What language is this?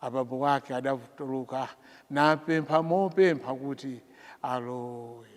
Nyanja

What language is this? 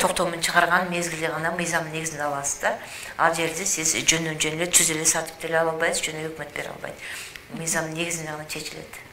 Kyrgyz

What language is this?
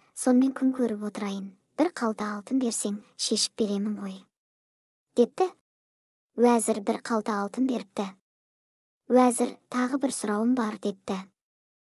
Kazakh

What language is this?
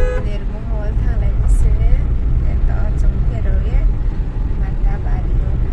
Riang (India)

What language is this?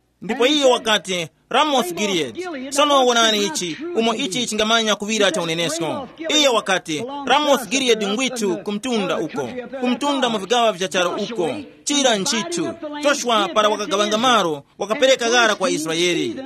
Tumbuka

